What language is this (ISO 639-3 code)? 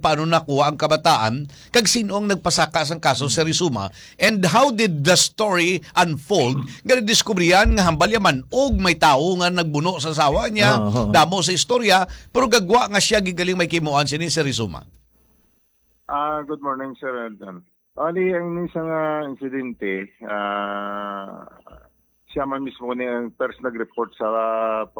hil